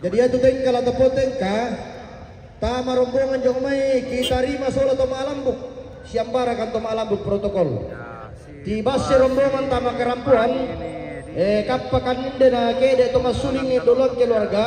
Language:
Toraja-Sa'dan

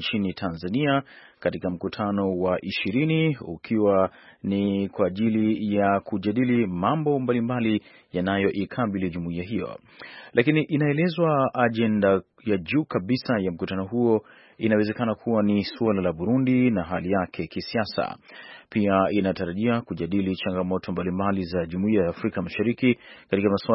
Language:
Swahili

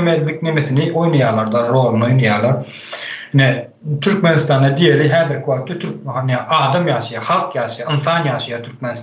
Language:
Turkmen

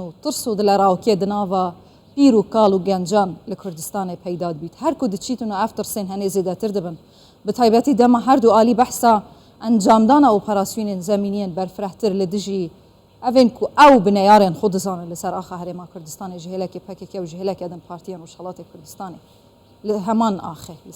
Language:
Kurdish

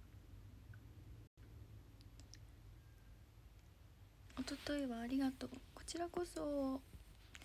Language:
Japanese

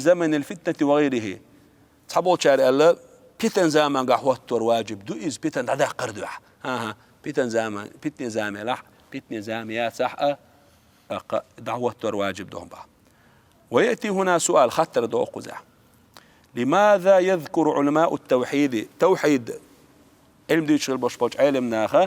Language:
Chechen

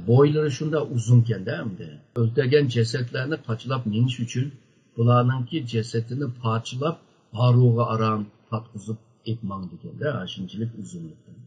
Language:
Uyghur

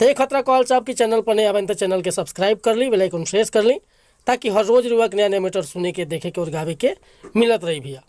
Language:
Bhojpuri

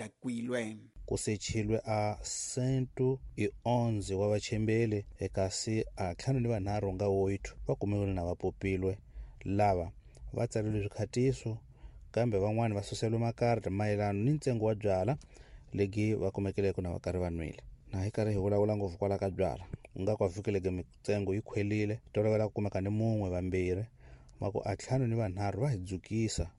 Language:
Tsonga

